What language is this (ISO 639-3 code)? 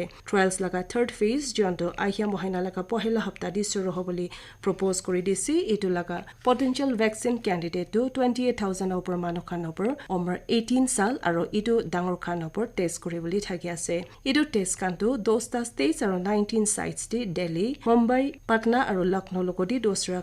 nag